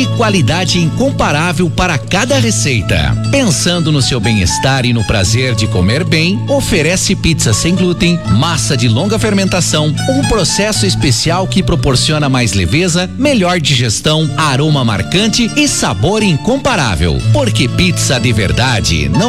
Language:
Portuguese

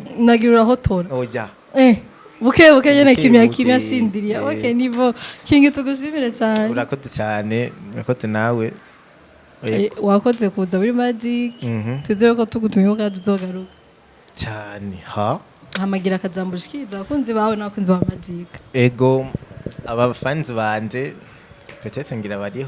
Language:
Rundi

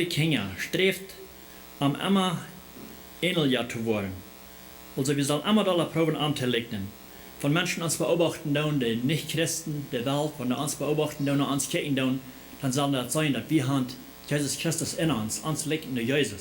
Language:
Plautdietsch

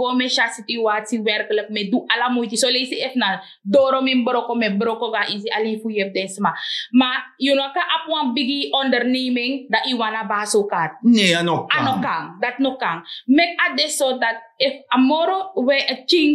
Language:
Sranan Tongo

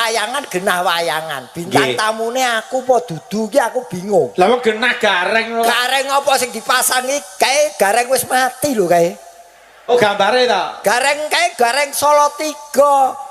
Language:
Javanese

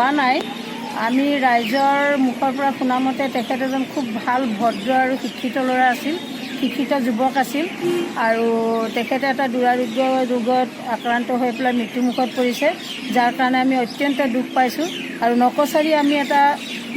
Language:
Assamese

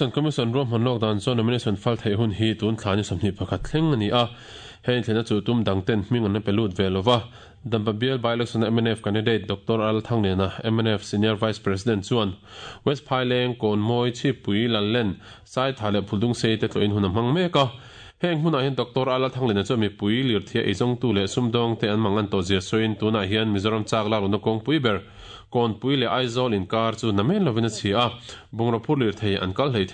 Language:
Mizo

